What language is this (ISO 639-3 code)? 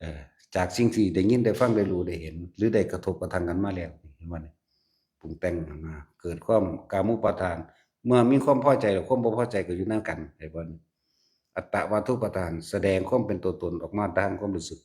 lao